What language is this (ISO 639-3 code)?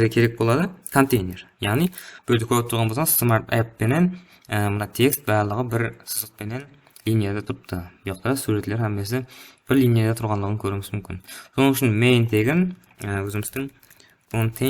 kaa